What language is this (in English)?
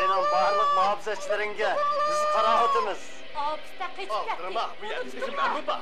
Uyghur